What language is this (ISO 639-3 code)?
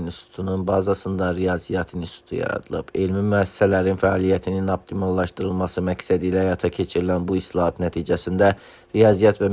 aze